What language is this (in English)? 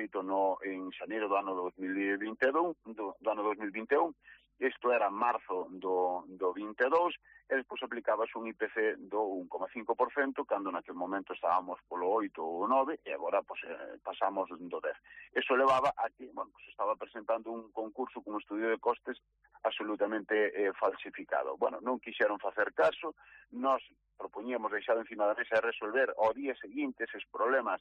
Galician